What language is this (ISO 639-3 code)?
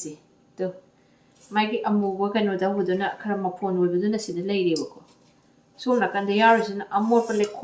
mni